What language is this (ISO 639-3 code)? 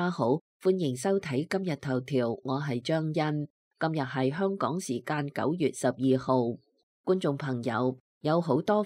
yue